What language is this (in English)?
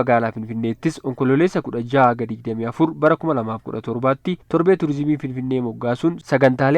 Oromo